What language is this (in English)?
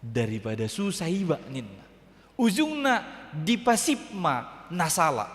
Batak Toba